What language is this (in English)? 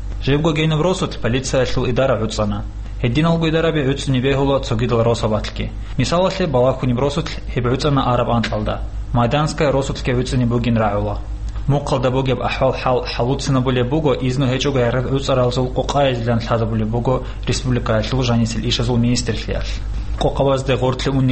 Avaric